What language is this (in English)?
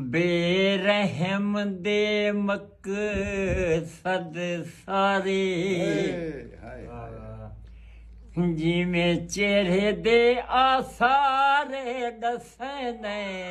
Saraiki